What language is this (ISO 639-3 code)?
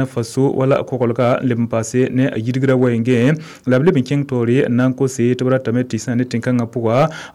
mos